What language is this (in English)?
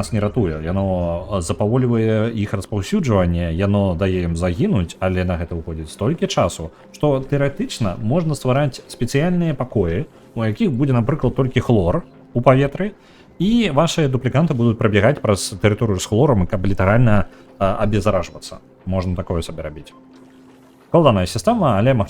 Belarusian